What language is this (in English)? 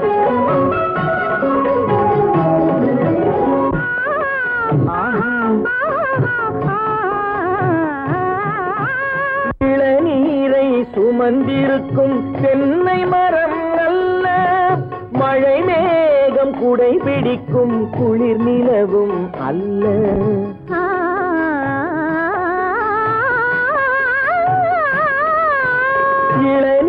Tamil